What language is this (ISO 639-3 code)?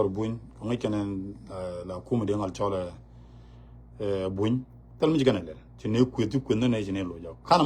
nus